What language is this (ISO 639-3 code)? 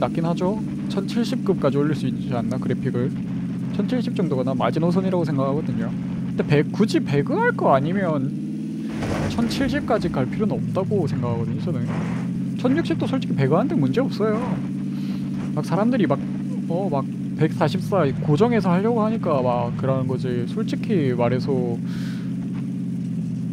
kor